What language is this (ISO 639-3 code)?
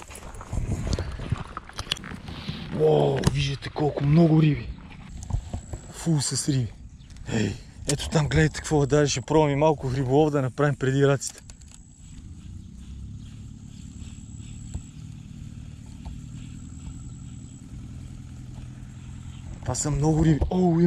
bul